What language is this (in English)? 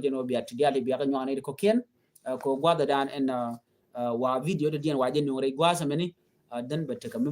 Nuer